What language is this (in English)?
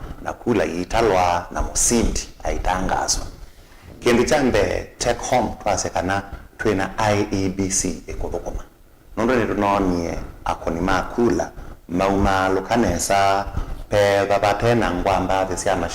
Kamba